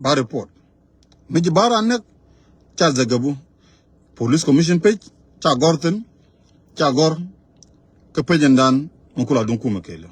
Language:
Nuer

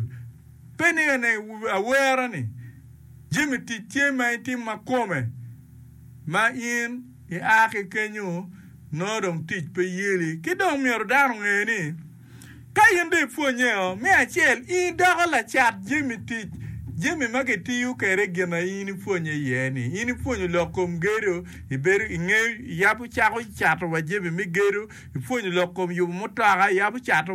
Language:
Acoli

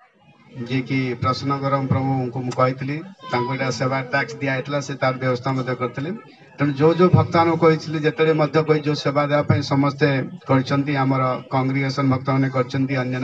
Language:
Odia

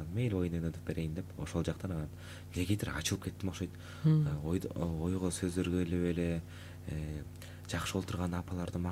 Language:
Kyrgyz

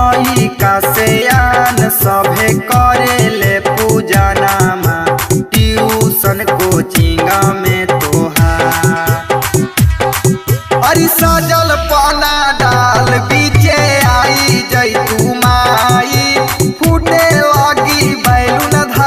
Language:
Bhojpuri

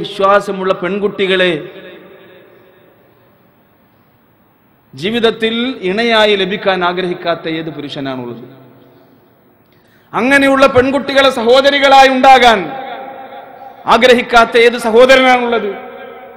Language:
Malayalam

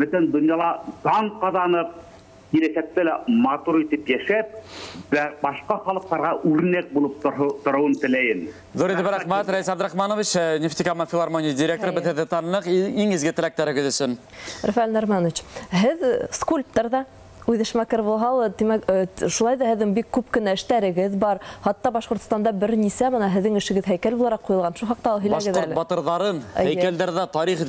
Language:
Bashkir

